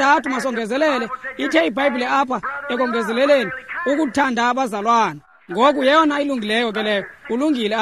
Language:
Xhosa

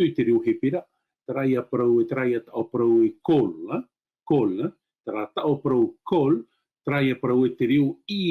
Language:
Tahitian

